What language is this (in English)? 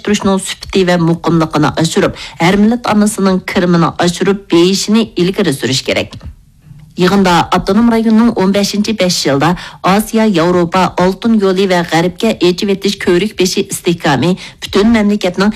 Uyghur